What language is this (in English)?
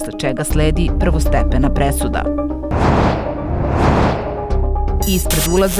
Serbian